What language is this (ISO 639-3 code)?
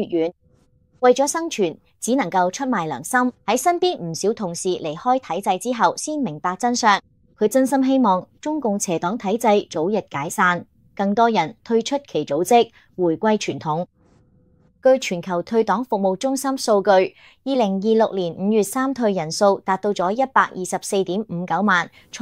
yue